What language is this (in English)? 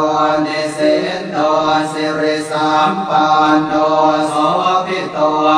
Pali